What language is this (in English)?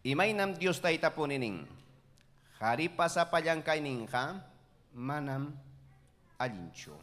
Ayacucho Quechua